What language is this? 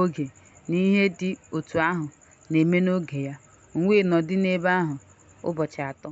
Igbo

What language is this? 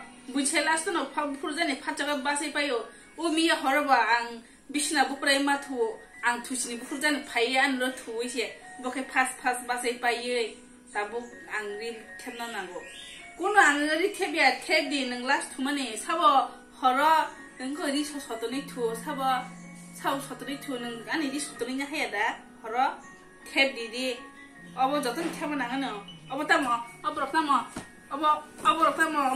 Kok Borok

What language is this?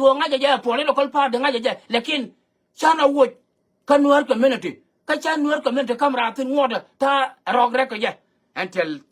Nuer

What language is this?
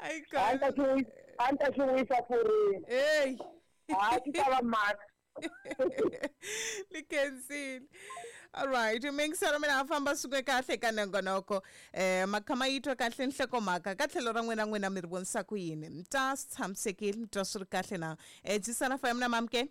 Tsonga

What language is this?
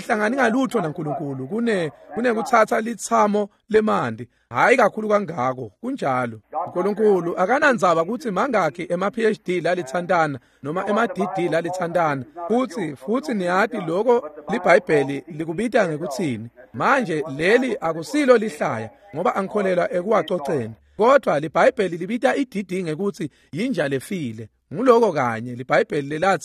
Swati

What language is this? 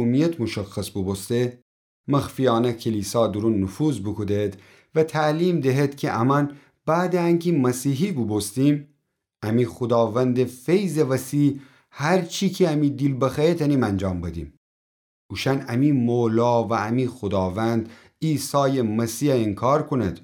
Gilaki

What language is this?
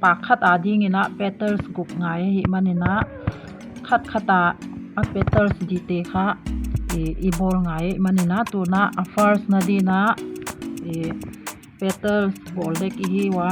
Paite Chin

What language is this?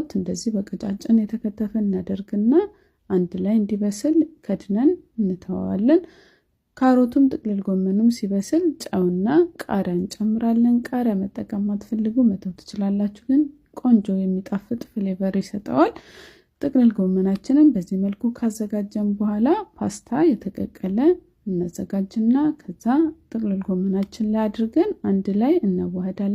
Amharic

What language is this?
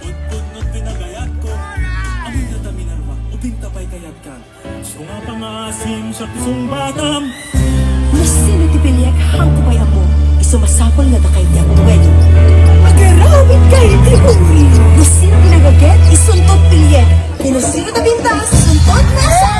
Iloko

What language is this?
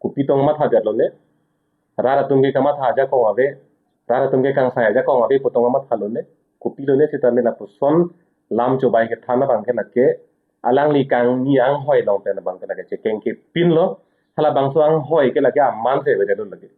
Karbi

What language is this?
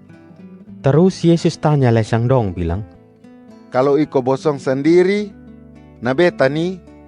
Kupang Malay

